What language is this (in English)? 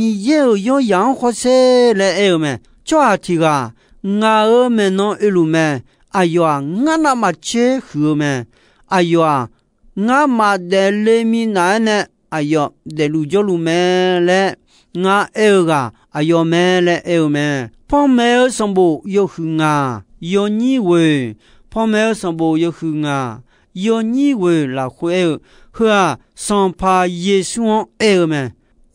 Akha